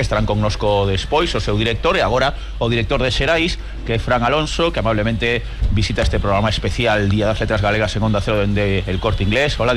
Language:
Galician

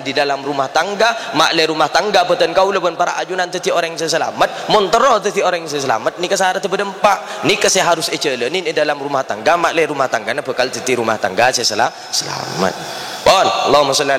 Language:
Madurese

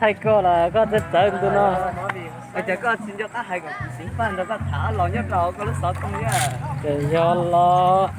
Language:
Hmong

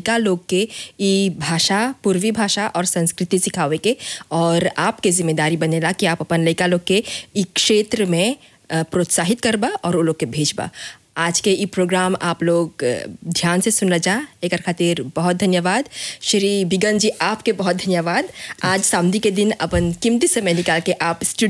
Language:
Bhojpuri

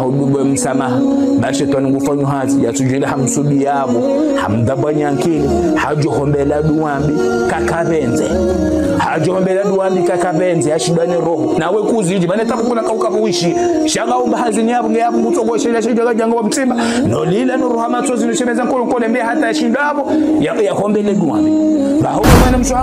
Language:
Ngazidja Comorian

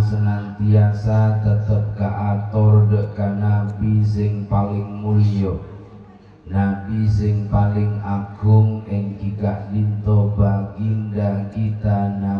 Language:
Madurese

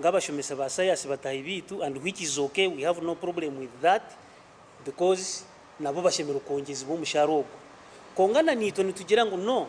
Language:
Nyankole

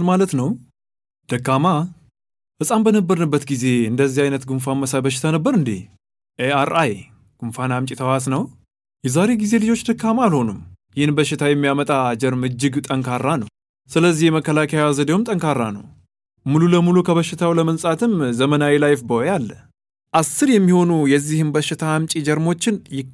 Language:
Amharic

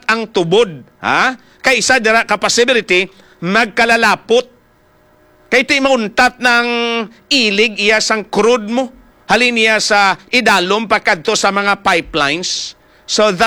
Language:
Hiligaynon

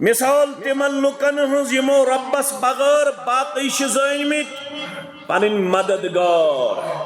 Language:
Kashmiri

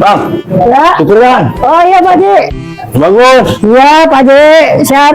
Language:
Betawi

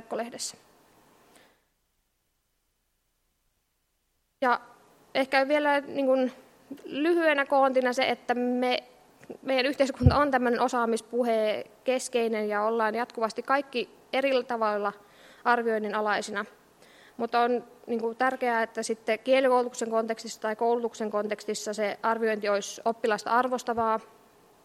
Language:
Finnish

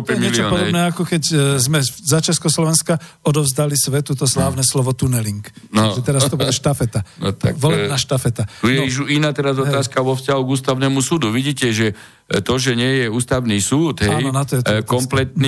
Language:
Slovak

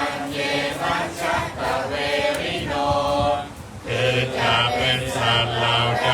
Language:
Pali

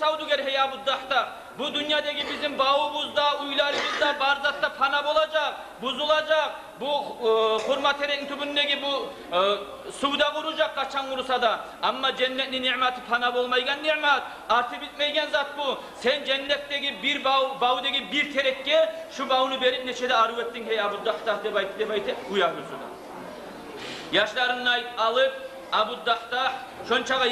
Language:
Kumyk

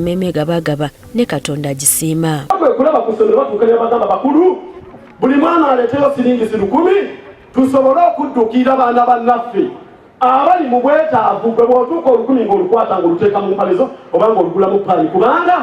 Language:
Ganda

